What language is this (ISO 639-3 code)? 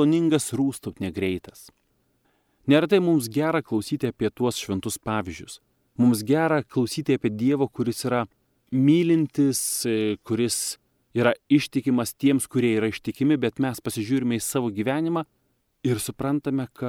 lit